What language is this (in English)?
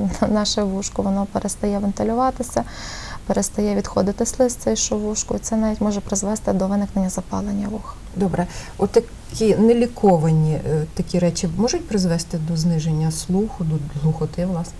Ukrainian